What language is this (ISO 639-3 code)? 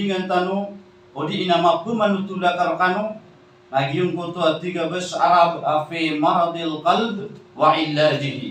mrw